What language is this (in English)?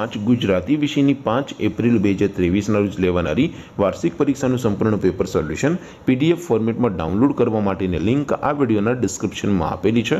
Gujarati